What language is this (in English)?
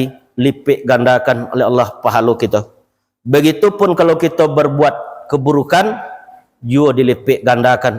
Minangkabau